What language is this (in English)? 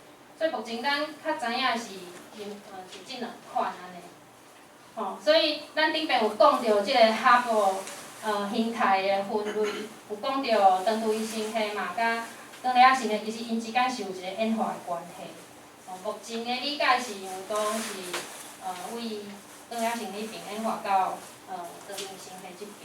Min Nan Chinese